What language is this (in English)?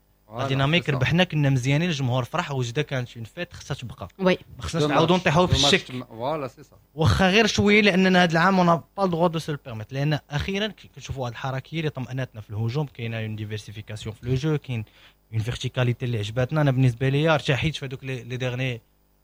Moroccan Arabic